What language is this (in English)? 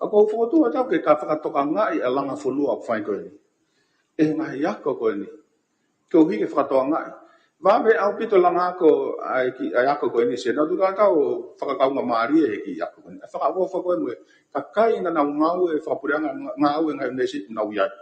Tongan